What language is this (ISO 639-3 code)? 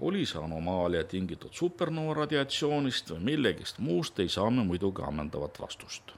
est